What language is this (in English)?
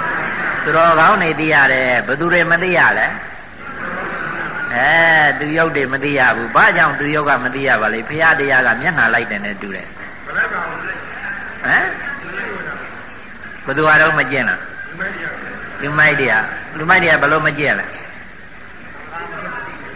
Burmese